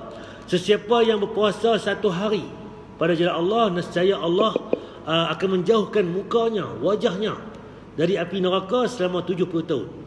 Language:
Malay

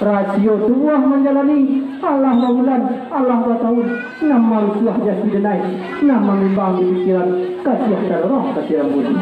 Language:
Minangkabau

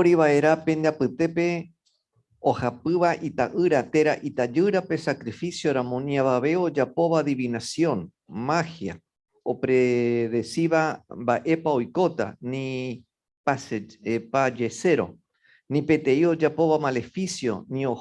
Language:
Guarani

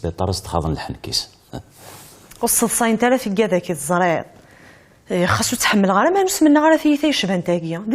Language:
Kabyle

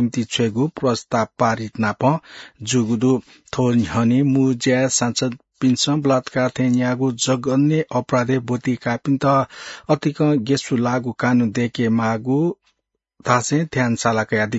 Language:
Newari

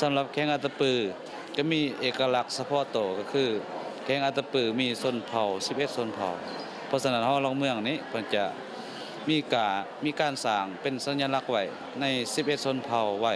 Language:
Lao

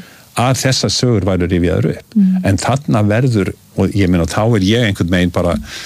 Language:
Icelandic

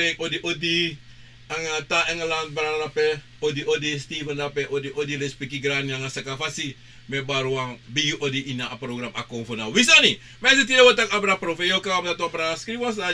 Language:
Sranan Tongo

